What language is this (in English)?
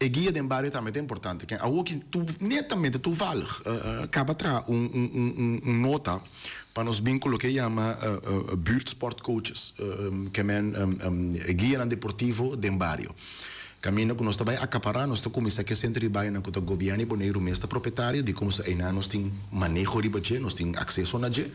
Papiamento